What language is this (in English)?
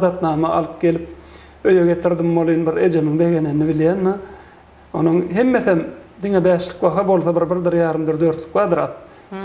Turkmen